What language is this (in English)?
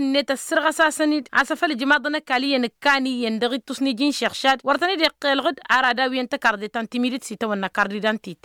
Tamasheq